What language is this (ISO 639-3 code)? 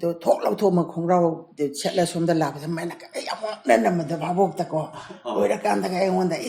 mni